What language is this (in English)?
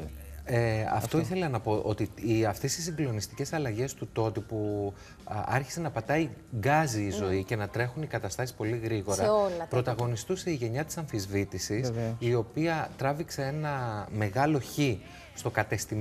Greek